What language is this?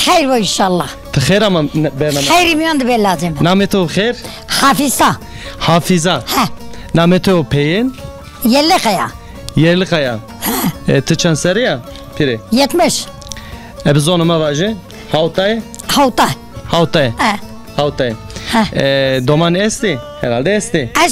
Zaza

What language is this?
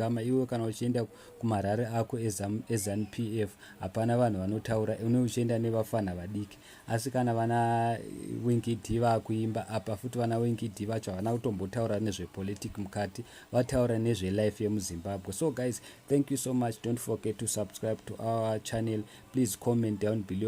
Shona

